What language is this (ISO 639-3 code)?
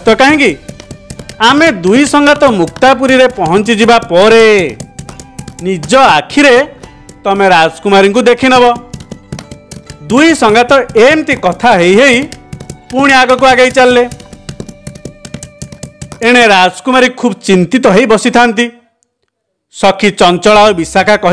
ori